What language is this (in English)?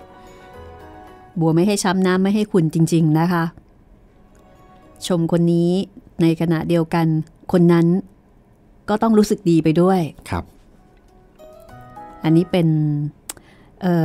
Thai